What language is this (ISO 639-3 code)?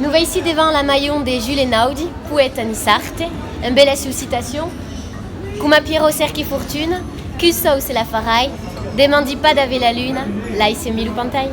oci